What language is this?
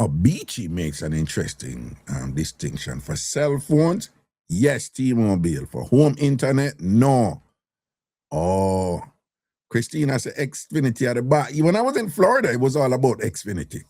Jamaican Creole English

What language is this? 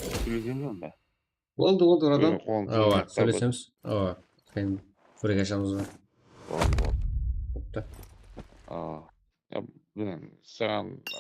Kara-Kalpak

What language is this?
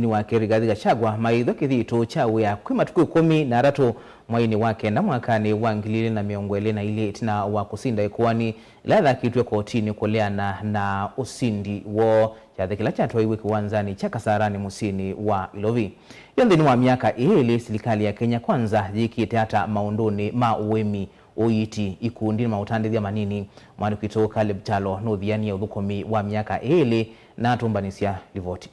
Kamba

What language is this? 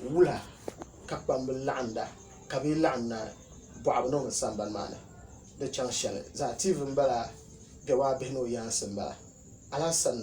Dagbani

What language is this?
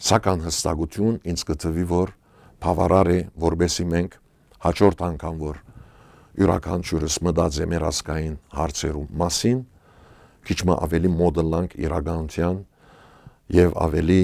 Western Armenian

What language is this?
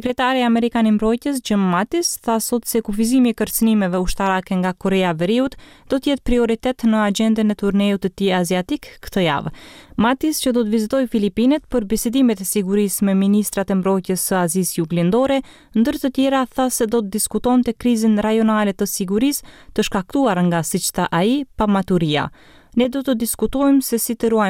Albanian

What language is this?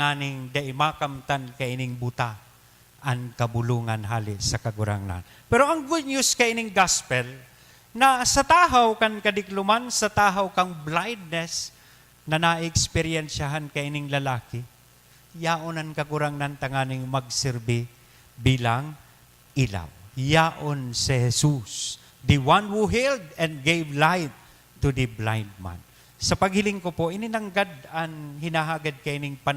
Bikol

